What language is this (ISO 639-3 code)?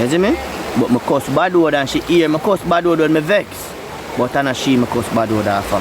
jam